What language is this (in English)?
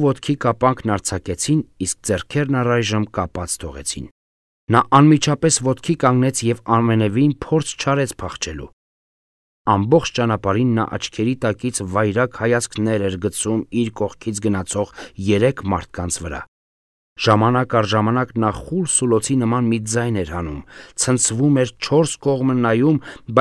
Armenian